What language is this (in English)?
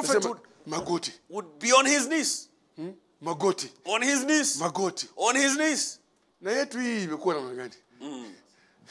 Swahili